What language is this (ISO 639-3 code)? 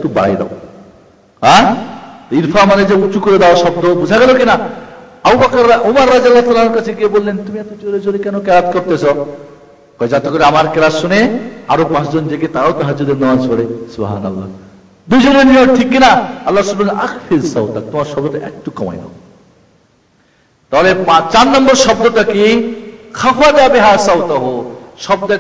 ben